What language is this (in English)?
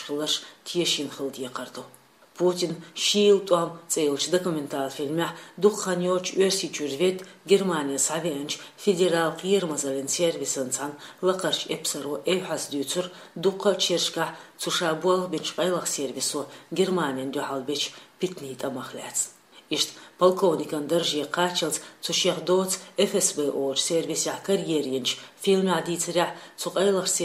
Chechen